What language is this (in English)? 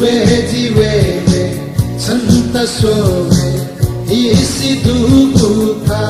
Newari